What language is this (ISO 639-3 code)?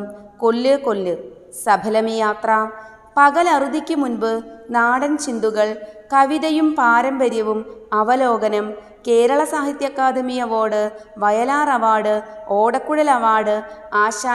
mal